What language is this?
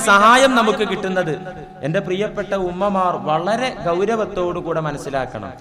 Malayalam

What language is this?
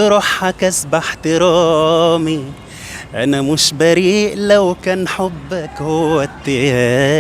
Egyptian Arabic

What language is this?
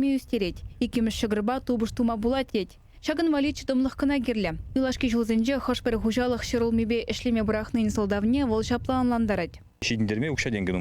Chuvash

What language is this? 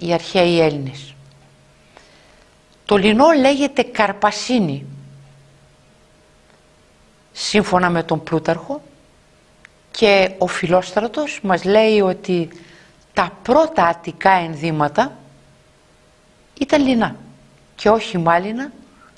Greek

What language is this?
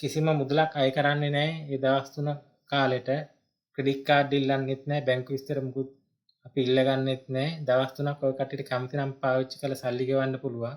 Sinhala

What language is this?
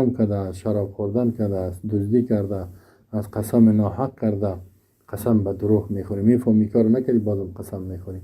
Persian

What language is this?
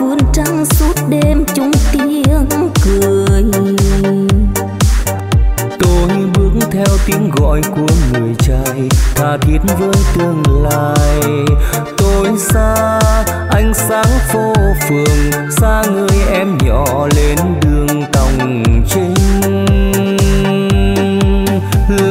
Vietnamese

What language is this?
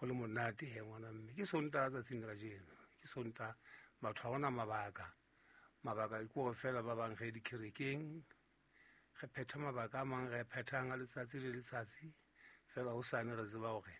Southern Sotho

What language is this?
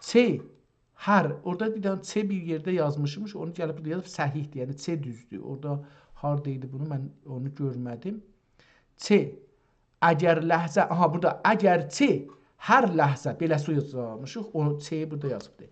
South Azerbaijani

